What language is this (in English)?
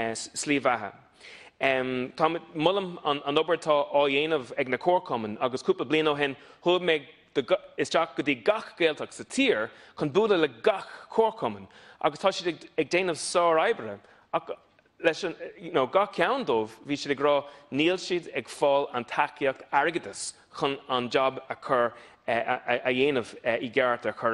Irish